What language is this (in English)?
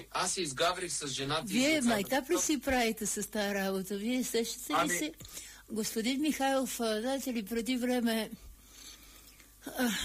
Bulgarian